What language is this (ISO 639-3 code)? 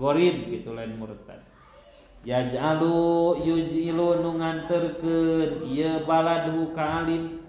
sun